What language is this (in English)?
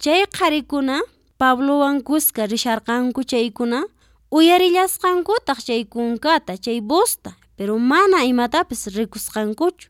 Quechua